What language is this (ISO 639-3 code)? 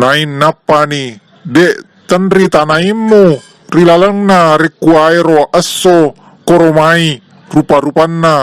bug